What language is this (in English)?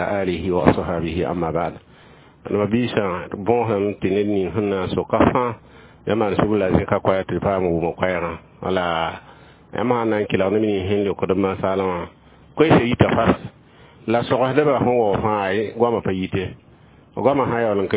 Mossi